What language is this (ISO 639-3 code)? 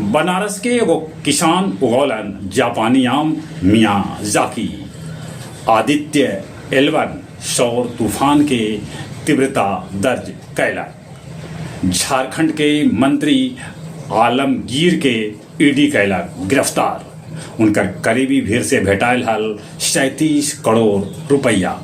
mag